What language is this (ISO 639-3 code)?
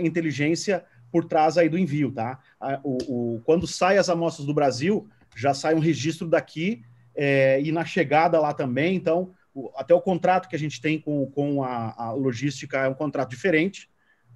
por